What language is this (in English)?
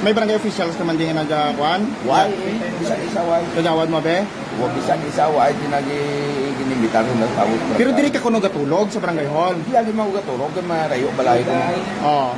Hiligaynon